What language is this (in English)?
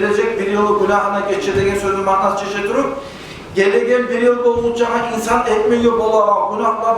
Kumyk